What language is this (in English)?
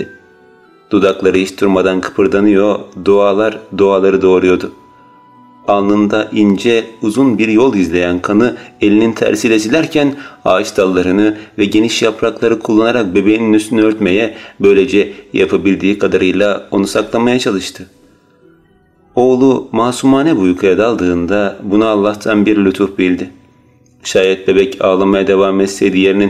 Turkish